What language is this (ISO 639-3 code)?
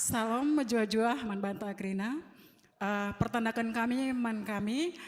btx